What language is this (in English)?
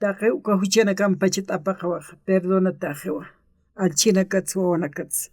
Aymara